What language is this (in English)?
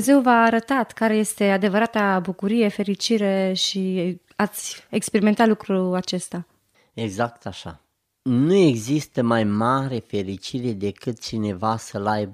Romanian